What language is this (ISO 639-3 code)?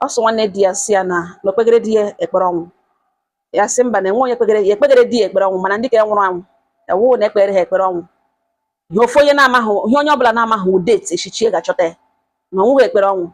ibo